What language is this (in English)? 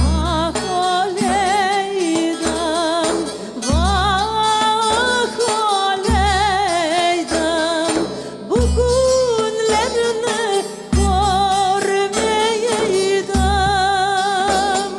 Crimean Tatar